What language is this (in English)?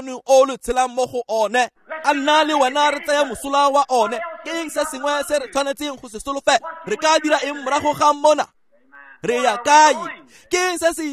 Tswana